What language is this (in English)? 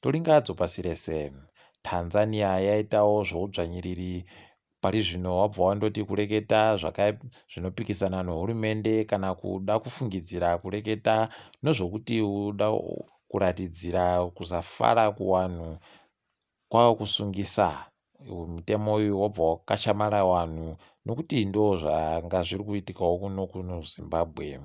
Ndau